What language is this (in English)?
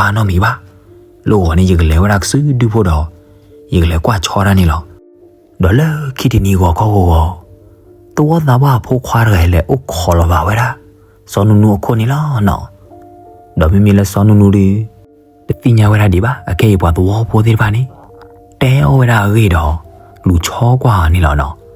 S'gaw Karen